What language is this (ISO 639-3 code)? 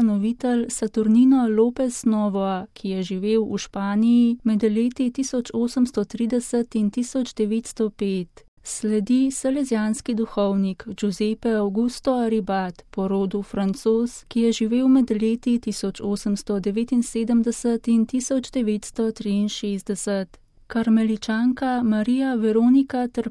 slv